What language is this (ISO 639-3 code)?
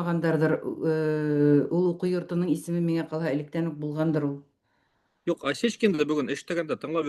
bak